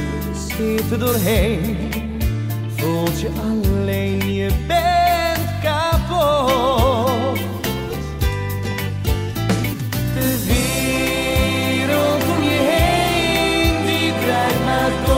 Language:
Dutch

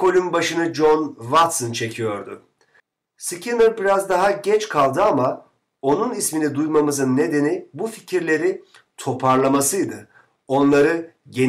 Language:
Turkish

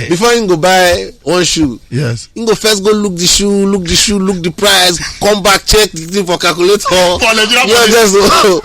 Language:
Nigerian Pidgin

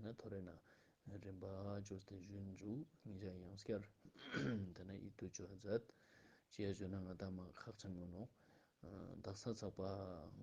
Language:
Ladakhi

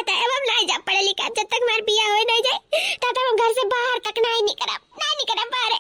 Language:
Awadhi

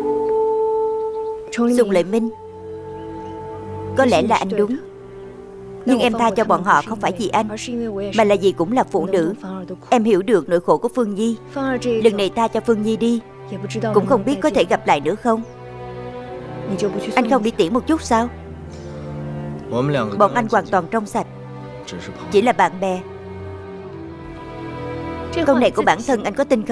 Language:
Vietnamese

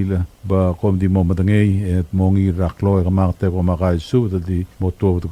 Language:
Palauan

